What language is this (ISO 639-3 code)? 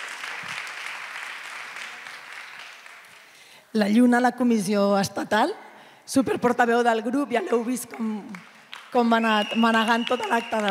cat